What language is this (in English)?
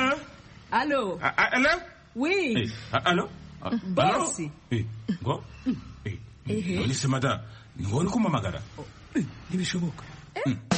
Kinyarwanda